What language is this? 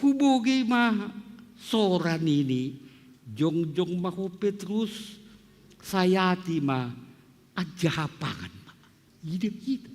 Batak Simalungun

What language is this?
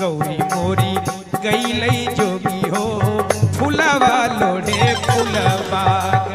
Magahi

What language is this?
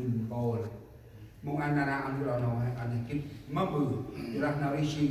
Central Mnong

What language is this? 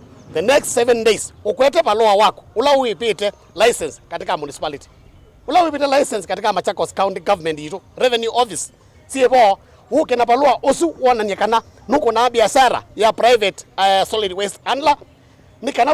Kamba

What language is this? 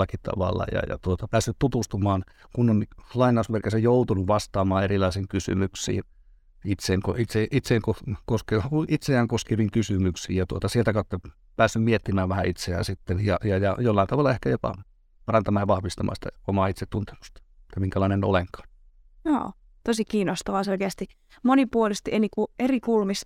Finnish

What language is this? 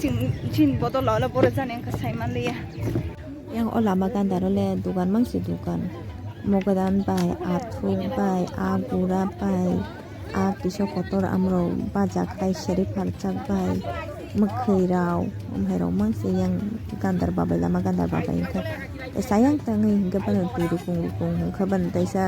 Kok Borok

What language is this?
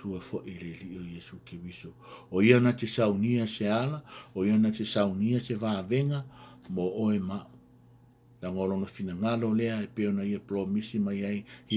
Samoan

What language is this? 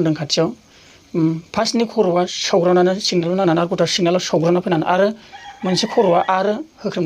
Bodo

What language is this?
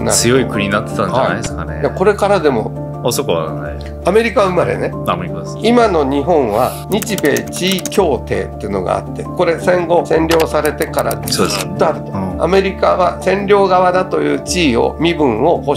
Japanese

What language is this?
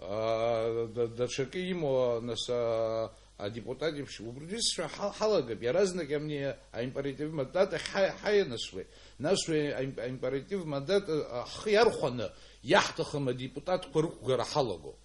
Abkhazian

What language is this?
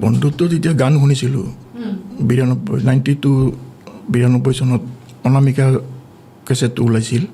Assamese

